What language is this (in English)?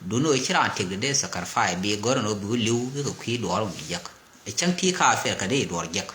Nuer